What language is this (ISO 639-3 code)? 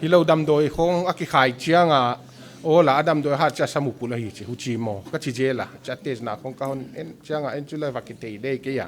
pck